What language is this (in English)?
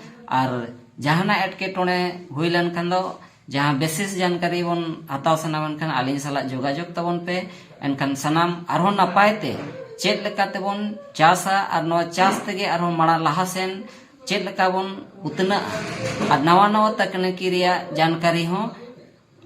Santali